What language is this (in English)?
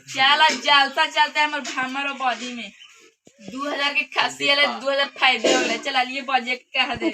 Magahi